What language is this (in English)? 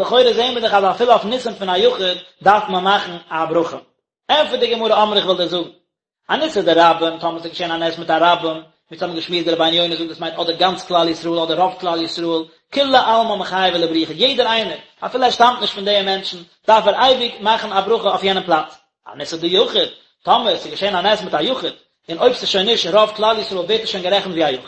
Yiddish